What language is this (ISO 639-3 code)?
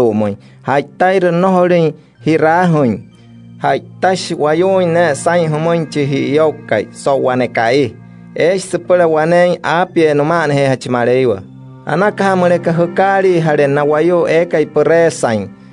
guc